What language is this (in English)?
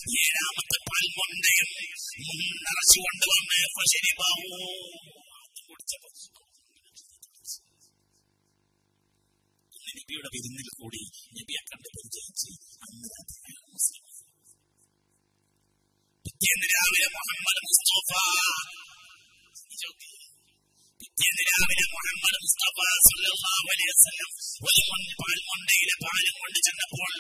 Malayalam